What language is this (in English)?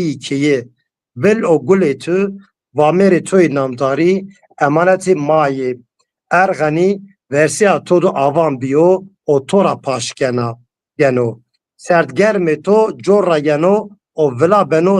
Zaza